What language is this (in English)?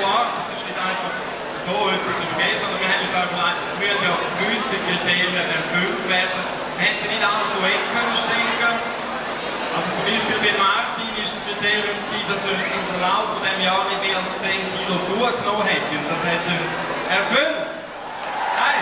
Swiss German